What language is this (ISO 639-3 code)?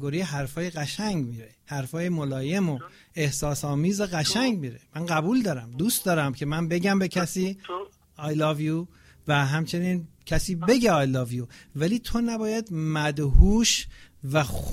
fas